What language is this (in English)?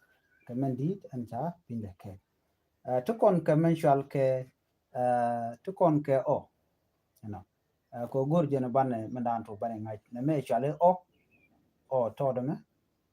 Nuer